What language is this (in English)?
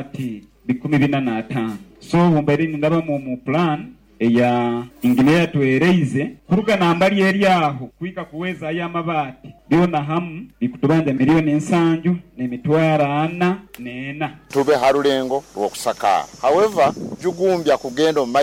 Nyoro